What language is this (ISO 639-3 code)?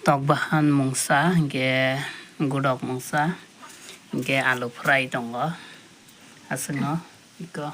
trp